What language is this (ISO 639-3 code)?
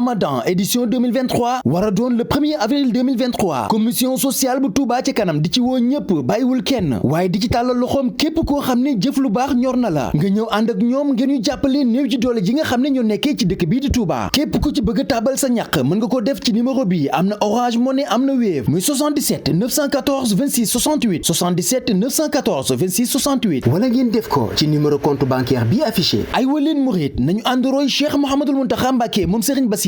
wol